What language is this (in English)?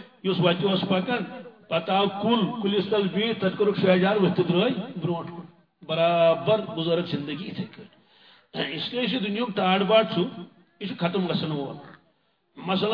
Kashmiri